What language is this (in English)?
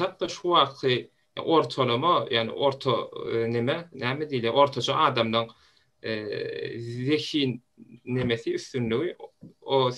Turkmen